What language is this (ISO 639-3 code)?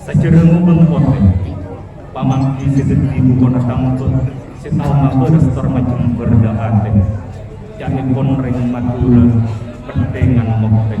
mad